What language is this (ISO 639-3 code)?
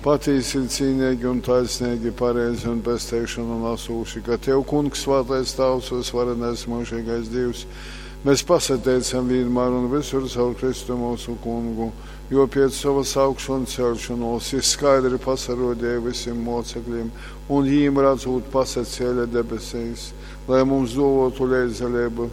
ltg